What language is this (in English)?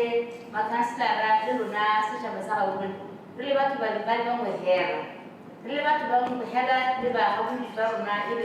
Tswana